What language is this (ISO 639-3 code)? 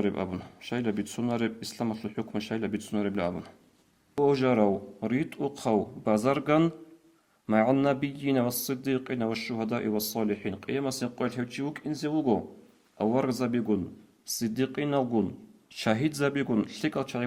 ava